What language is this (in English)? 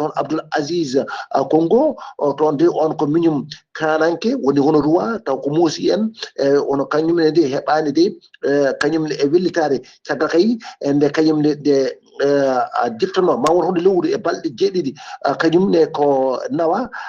Fula